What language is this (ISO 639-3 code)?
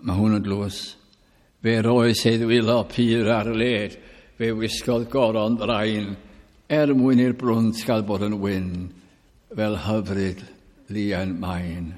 cym